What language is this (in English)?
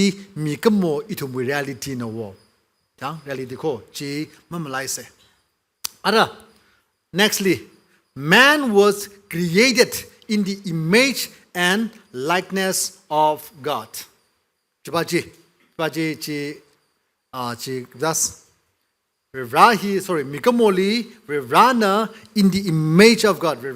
Tangkhul Naga (India)